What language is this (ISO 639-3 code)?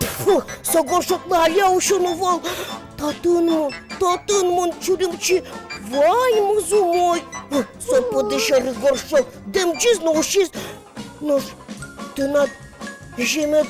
udm